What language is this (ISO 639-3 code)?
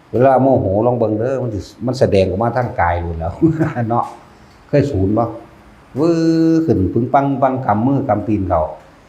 tts